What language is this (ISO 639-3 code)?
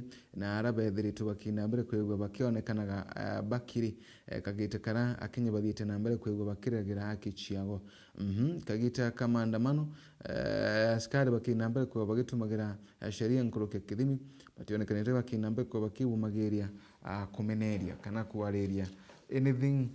mer